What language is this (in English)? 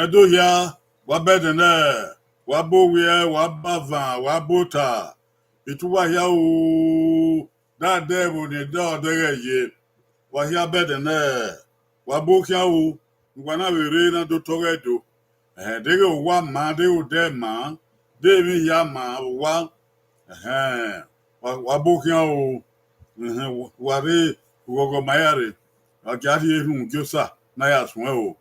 Bini